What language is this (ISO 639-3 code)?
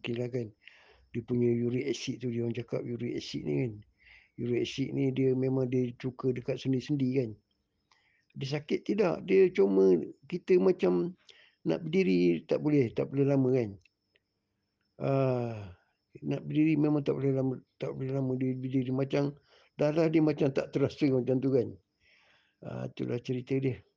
msa